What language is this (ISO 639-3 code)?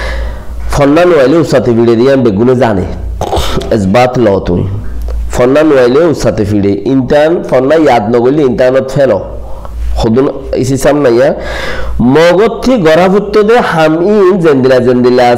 rhg